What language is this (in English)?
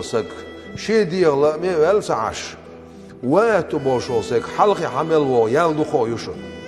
Chechen